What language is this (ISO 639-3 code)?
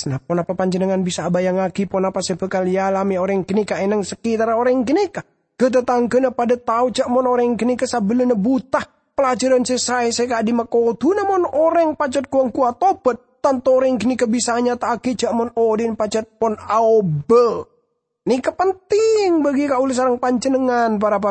mad